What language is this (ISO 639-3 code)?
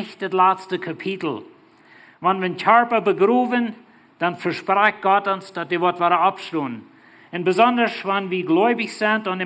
pdt